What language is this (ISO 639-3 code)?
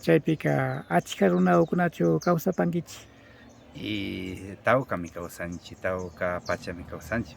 qvi